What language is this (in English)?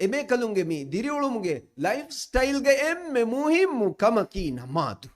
Divehi